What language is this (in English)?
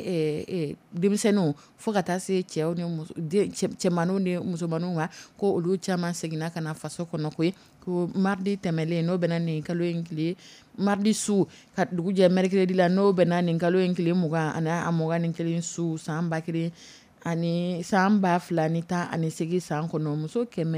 Dyula